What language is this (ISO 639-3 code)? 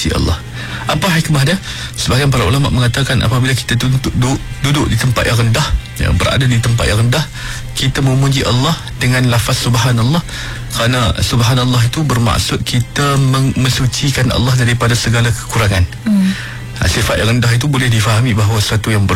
msa